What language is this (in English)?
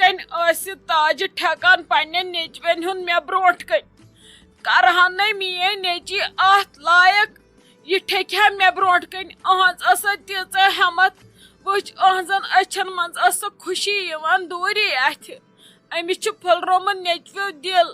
Kashmiri